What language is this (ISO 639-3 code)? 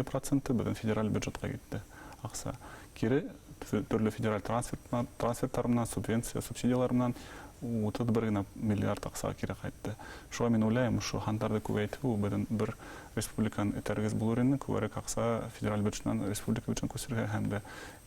bak